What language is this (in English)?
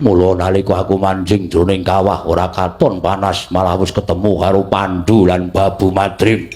Javanese